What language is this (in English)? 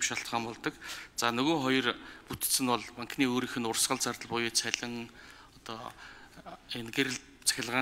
Mongolian